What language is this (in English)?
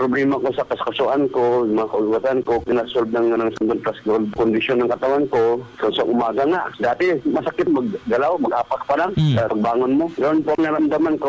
Cebuano